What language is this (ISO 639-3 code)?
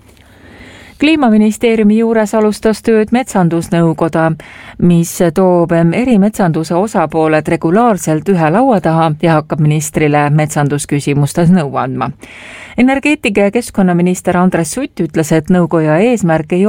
est